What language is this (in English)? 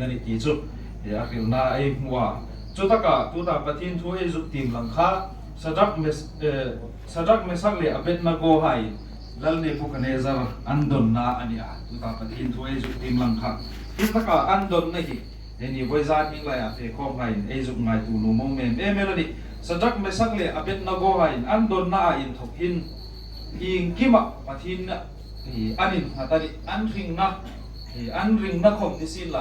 Hmar